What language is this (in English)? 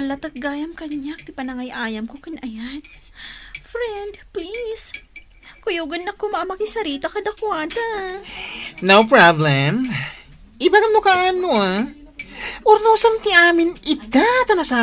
Iloko